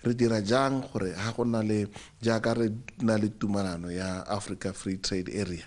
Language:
Tswana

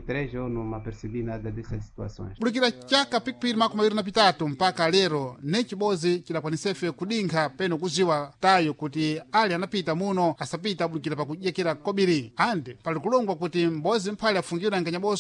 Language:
Sena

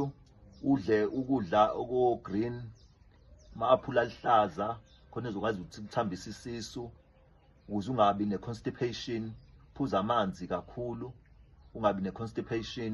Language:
Zulu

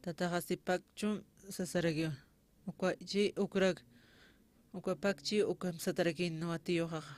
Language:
Aymara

